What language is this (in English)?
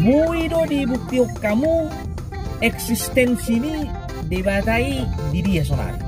Batak Toba